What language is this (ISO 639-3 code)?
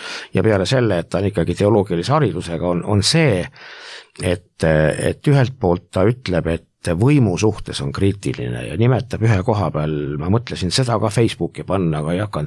est